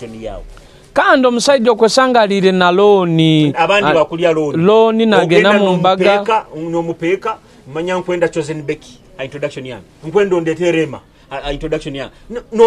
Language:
Nyoro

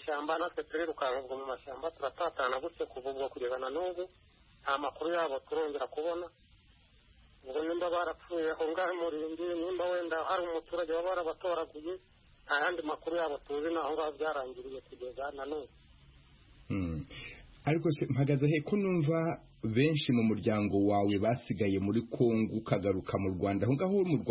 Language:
Kinyarwanda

